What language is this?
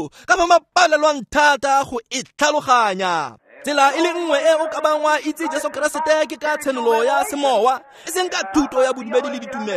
Tswana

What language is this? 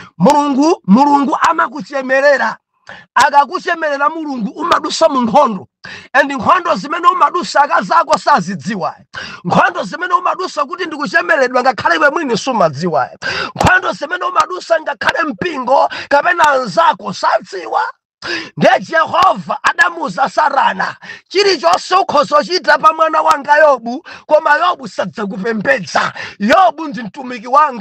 Nyanja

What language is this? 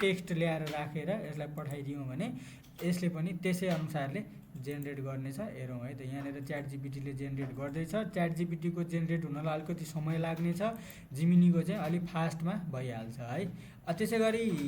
Nepali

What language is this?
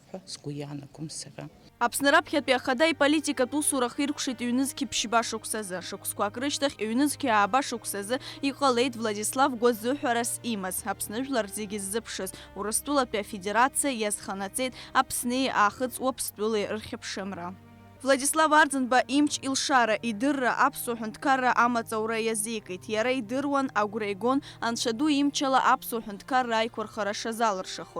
Abkhazian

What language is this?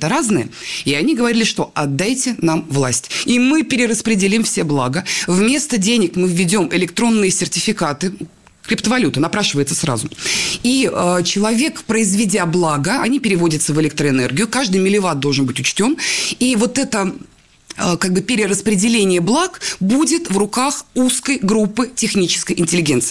Russian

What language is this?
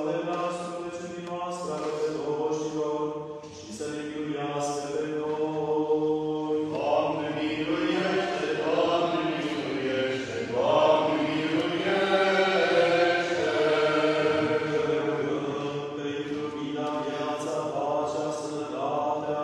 Romanian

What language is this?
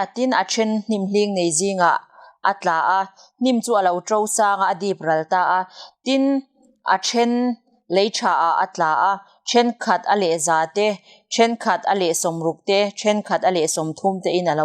Mizo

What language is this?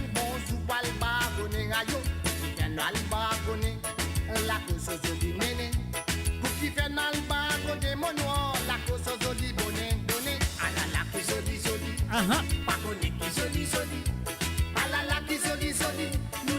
Morisyen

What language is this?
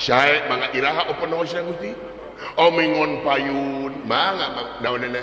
Sundanese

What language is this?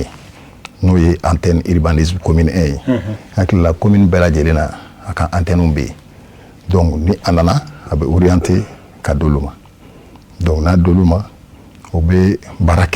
Bambara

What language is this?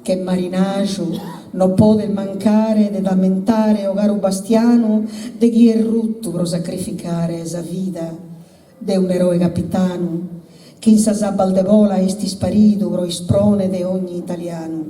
Sardinian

